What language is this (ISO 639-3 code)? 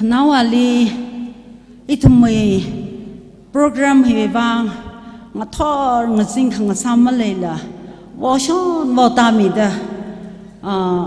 nmf